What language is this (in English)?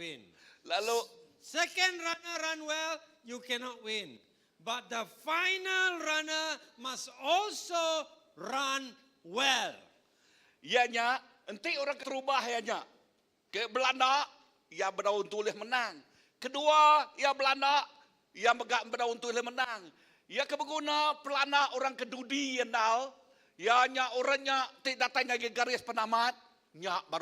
Iban